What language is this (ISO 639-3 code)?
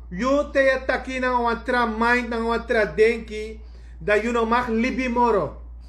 srn